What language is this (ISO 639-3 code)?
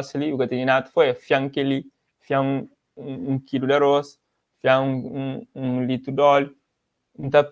kea